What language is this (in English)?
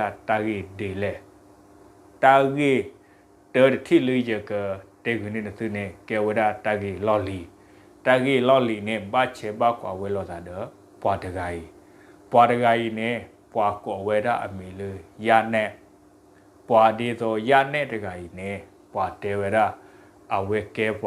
S'gaw Karen